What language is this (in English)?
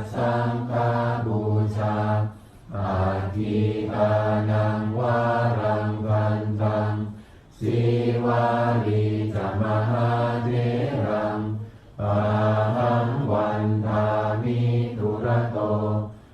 Pali